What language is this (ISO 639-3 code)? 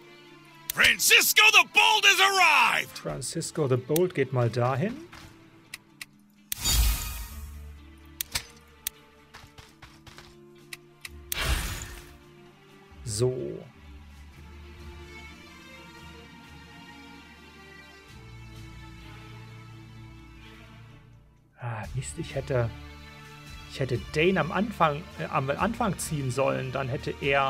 deu